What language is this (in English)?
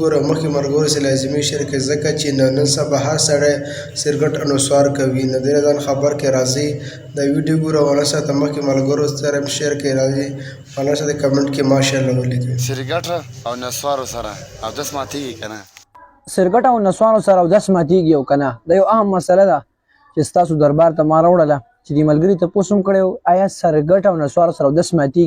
Pashto